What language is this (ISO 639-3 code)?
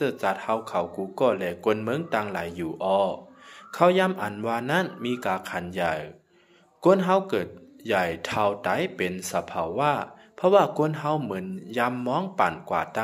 lao